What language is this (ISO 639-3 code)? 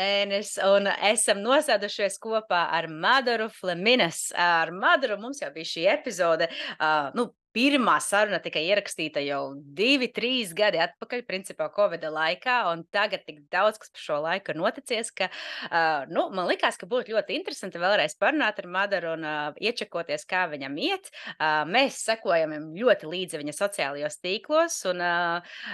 lav